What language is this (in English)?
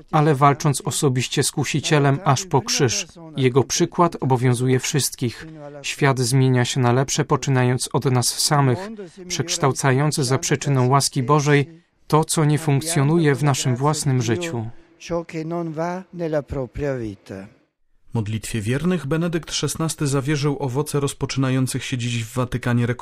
Polish